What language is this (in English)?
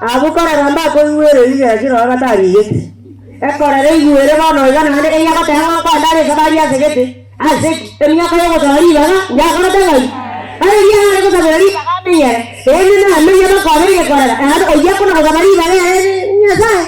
Gusii